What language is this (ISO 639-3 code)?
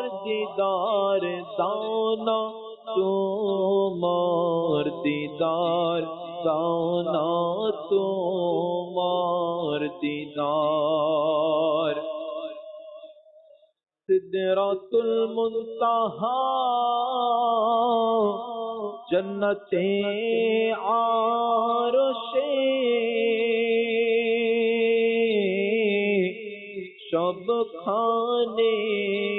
ben